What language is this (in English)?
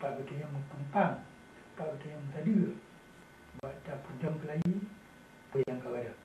Achinese